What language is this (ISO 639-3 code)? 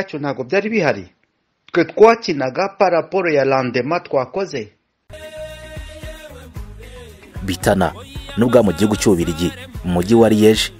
kin